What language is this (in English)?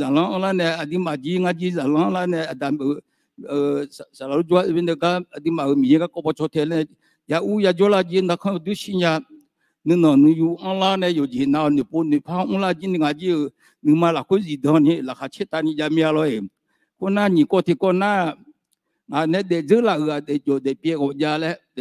Akha